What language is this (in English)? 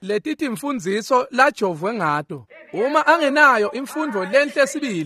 Swati